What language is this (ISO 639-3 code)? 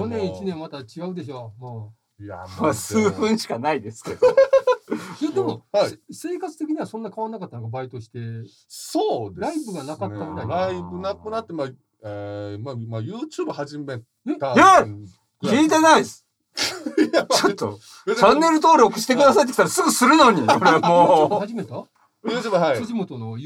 jpn